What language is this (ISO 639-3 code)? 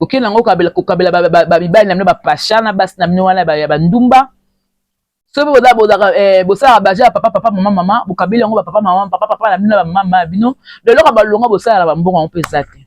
lin